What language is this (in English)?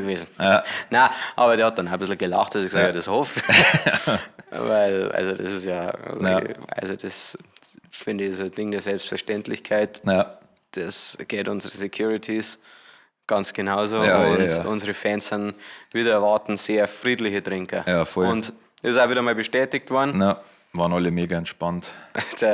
Bavarian